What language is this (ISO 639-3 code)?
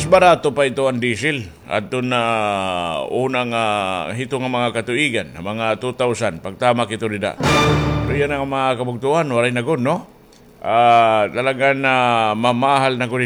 war